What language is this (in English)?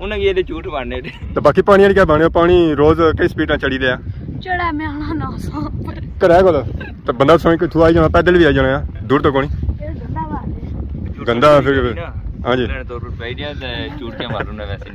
Pahari-Potwari